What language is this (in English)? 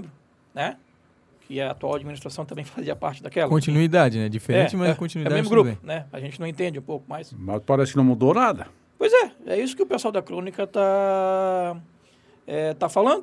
Portuguese